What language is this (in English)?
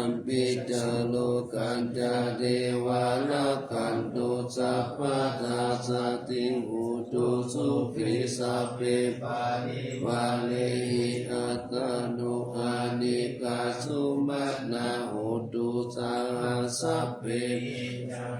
Pali